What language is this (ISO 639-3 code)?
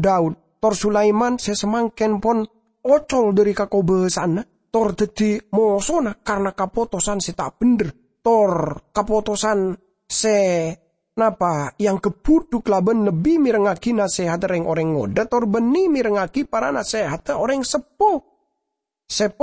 mad